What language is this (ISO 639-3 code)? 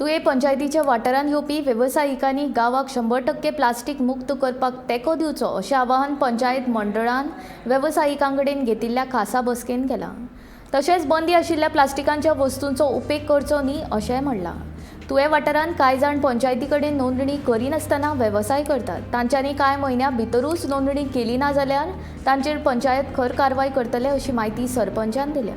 kok